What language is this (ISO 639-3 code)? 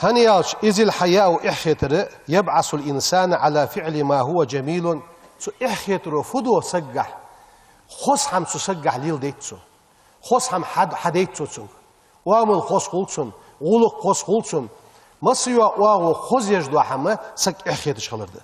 inh